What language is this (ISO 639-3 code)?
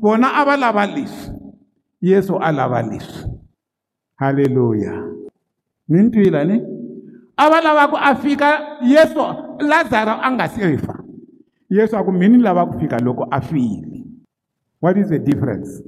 tso